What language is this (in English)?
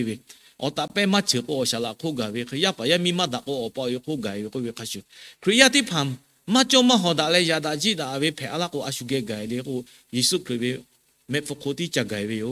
Lahu